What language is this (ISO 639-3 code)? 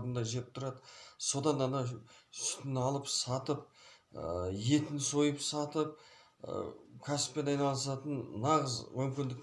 kaz